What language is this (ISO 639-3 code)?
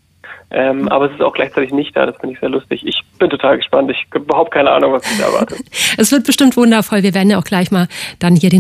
deu